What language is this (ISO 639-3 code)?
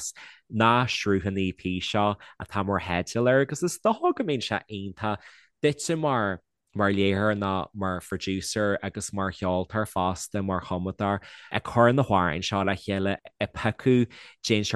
gle